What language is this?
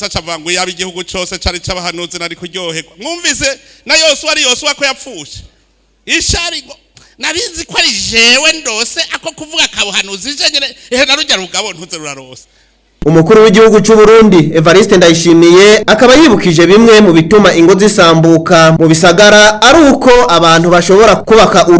Rundi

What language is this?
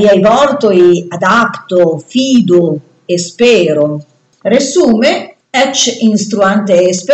Esperanto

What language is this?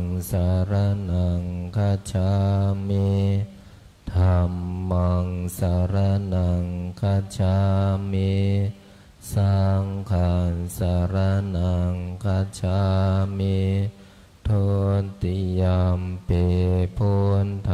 Pali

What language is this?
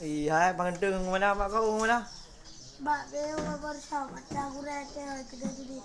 Achinese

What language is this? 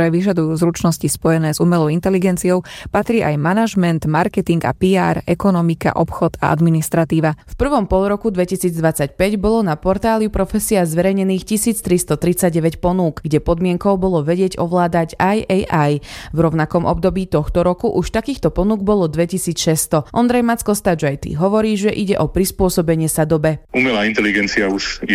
Slovak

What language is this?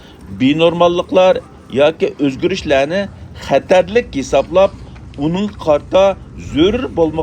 Uyghur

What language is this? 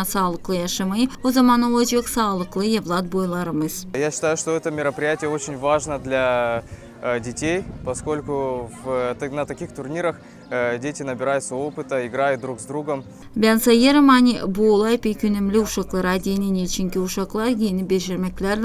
Gagauz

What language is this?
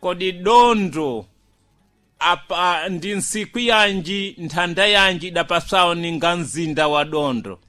Sena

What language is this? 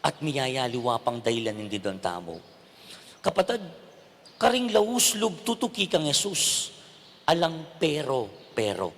Pampanga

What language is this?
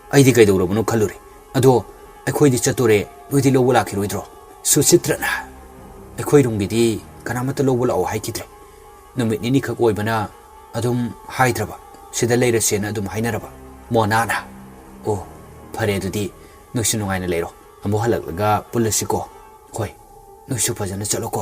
Manipuri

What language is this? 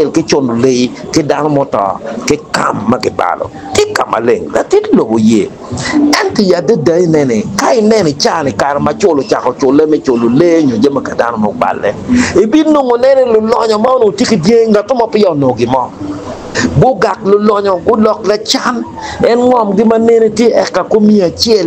Acoli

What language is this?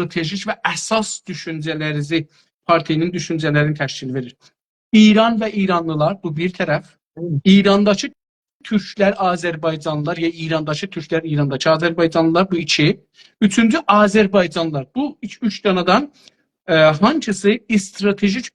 South Azerbaijani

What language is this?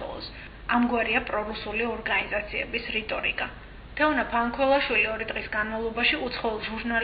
Georgian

